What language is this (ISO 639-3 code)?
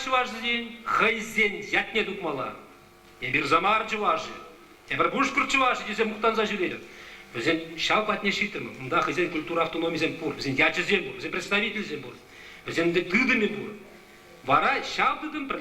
chv